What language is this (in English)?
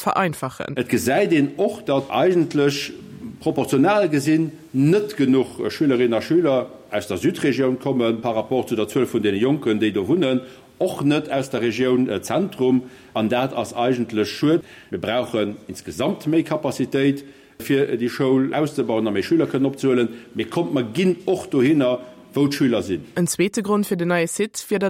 Luxembourgish